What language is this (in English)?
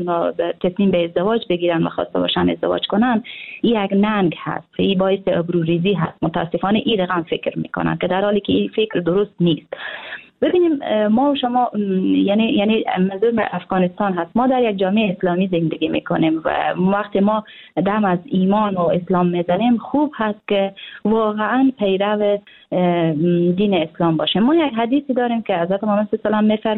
Persian